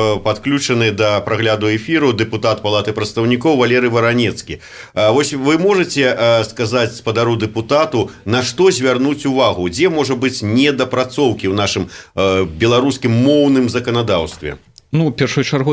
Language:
Belarusian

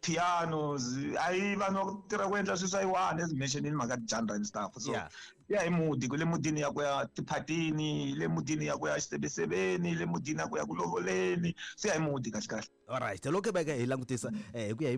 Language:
Tsonga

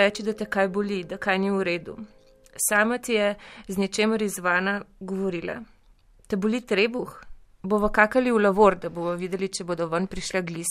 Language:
Slovenian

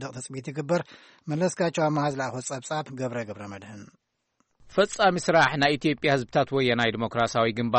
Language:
Tigrinya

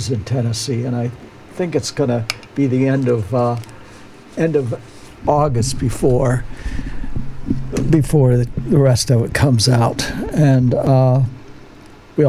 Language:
English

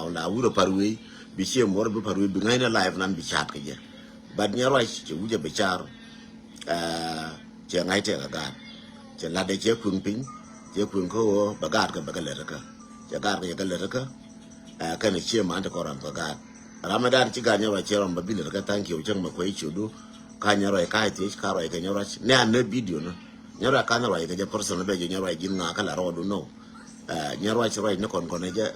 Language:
Nuer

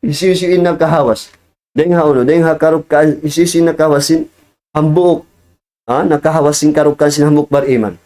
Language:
Tausug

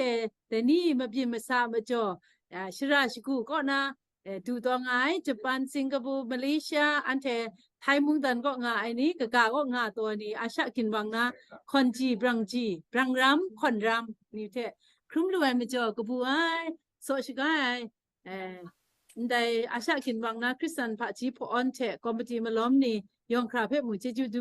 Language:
Kachin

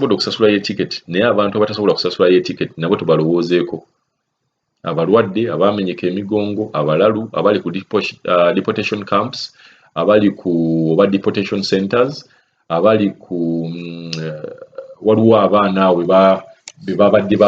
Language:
Ganda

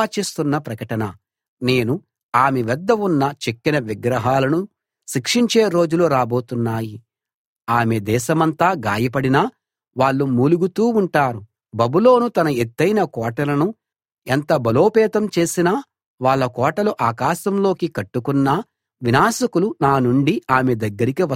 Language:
Telugu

